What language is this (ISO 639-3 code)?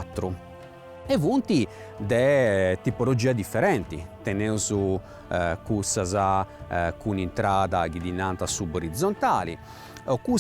srd